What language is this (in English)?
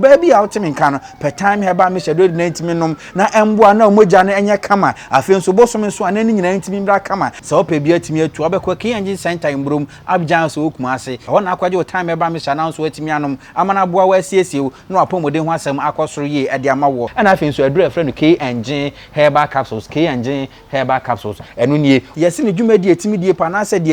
Akan